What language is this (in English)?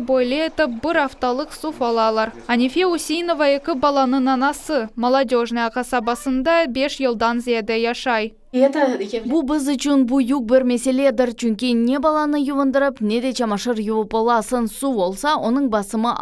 Crimean Tatar